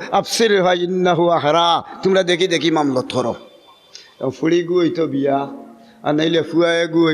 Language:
Sylheti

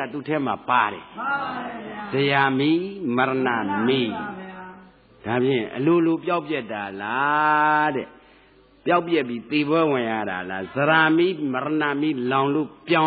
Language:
Burmese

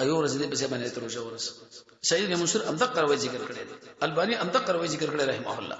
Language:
Pashto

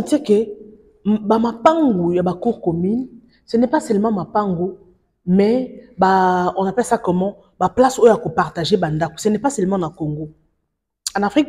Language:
Lingala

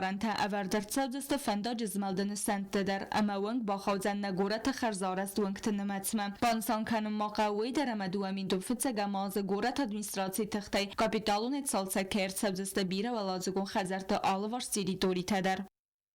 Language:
Ossetic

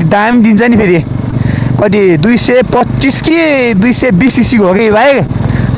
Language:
Nepali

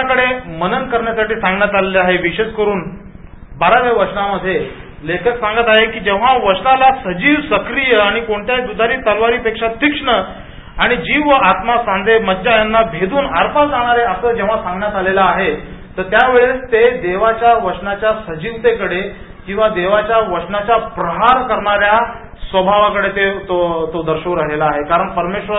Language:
Marathi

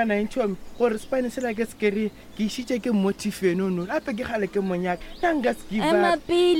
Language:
Northern Sotho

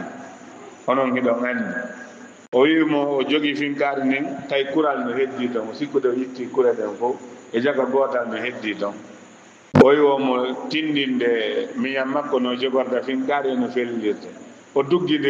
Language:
Fula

